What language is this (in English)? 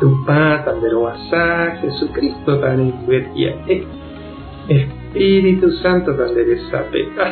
Guarani